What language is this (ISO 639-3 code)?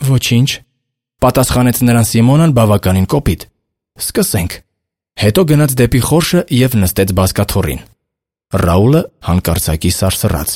hye